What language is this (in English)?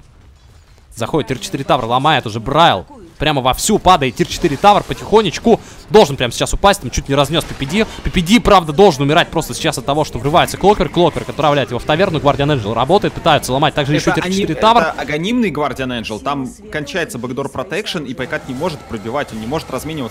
Russian